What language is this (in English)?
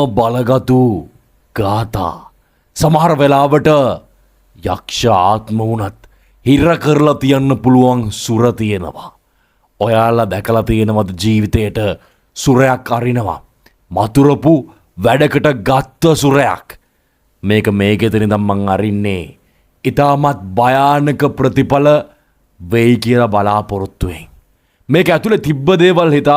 Sinhala